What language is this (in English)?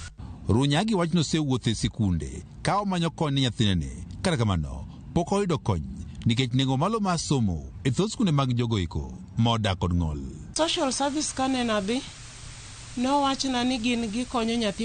Luo (Kenya and Tanzania)